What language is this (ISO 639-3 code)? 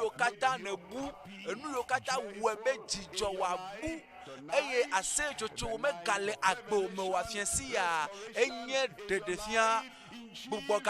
ewe